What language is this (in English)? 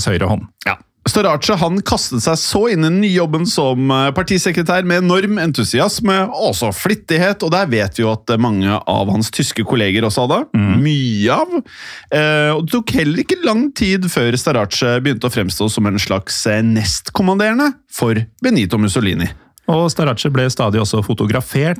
Norwegian